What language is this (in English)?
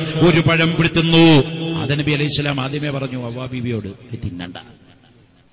Malayalam